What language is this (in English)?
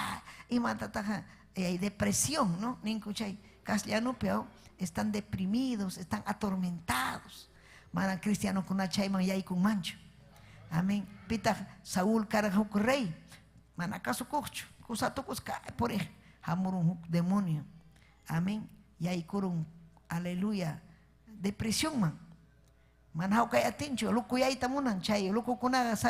Ayacucho Quechua